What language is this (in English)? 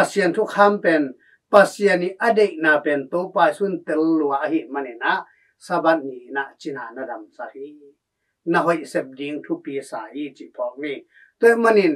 Tedim Chin